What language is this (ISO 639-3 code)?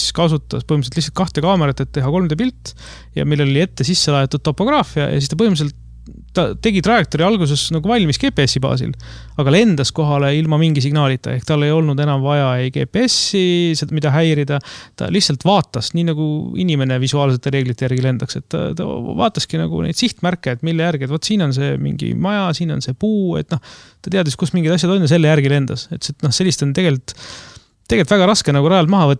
est